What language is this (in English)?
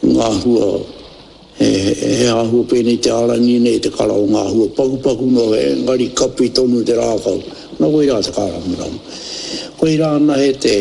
Māori